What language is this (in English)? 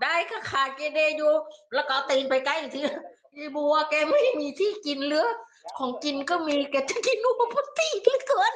Northeastern Thai